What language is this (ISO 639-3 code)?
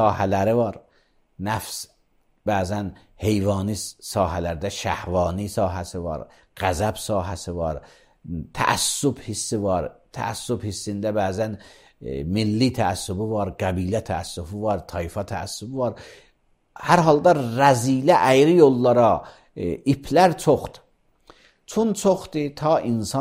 aze